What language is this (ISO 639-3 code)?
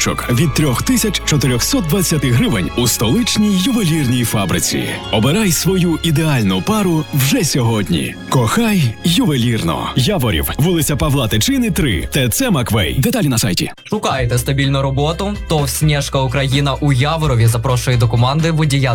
ukr